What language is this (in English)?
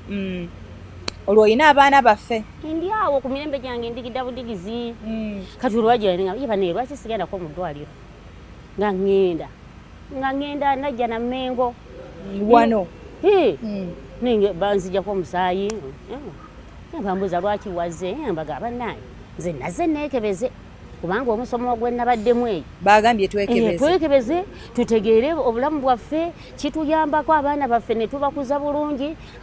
Ganda